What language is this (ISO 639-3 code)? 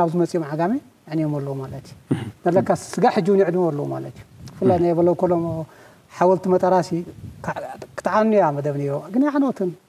tir